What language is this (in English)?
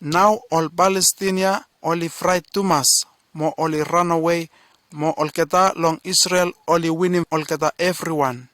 Bislama